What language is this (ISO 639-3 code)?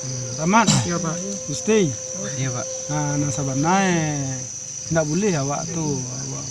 min